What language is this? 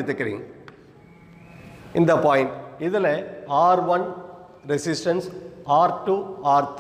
Tamil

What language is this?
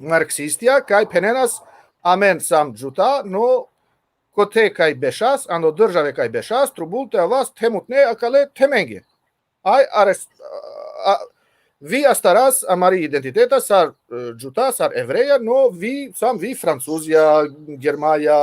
Balkan Romani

